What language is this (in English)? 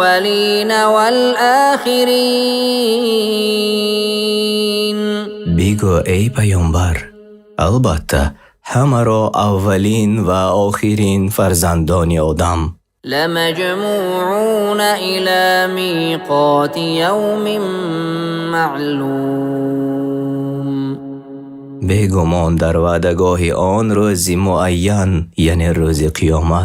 Persian